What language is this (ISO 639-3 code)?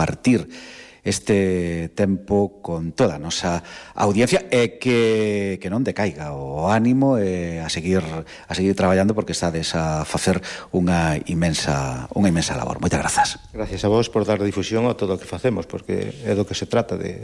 glg